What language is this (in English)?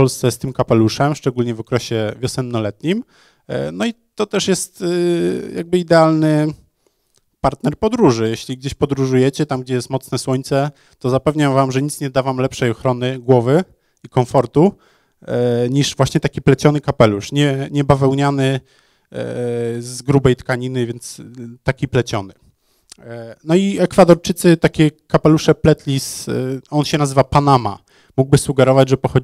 Polish